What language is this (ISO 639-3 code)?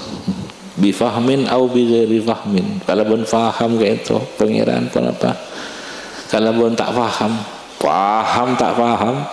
mad